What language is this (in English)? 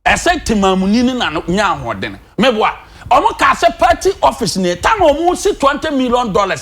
Akan